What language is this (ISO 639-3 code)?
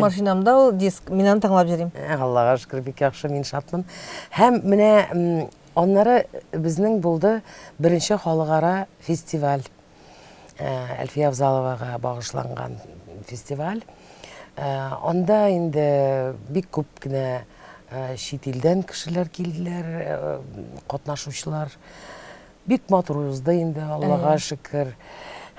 tat